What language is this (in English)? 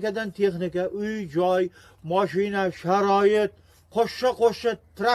Uzbek